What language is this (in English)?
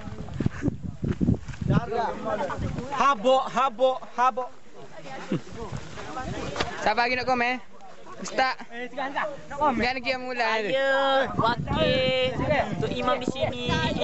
Malay